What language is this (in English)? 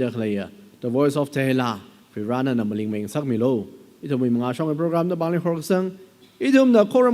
Tangkhul Naga (India)